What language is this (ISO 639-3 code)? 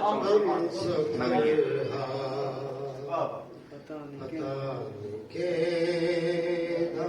skr